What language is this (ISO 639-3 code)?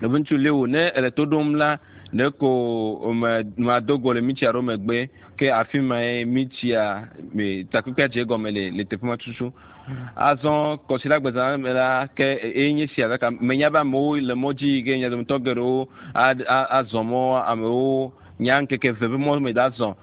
ewe